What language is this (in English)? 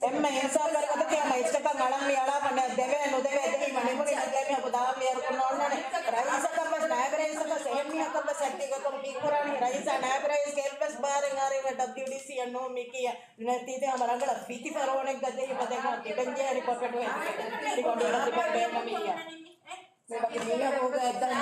Divehi